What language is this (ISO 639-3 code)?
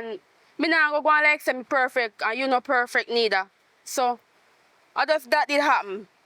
jam